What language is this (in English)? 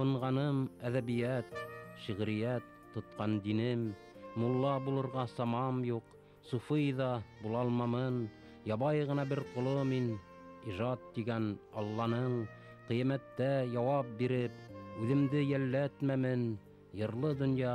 Bashkir